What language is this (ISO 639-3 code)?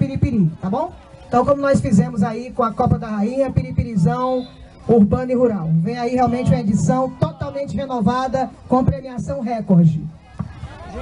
por